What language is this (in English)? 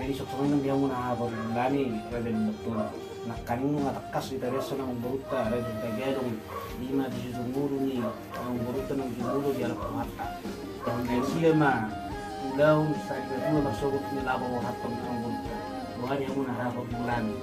Batak Toba